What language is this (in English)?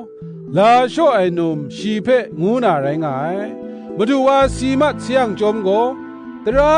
Kachin